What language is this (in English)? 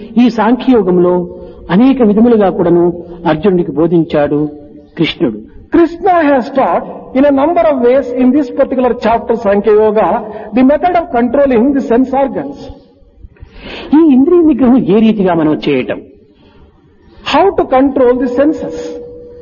Telugu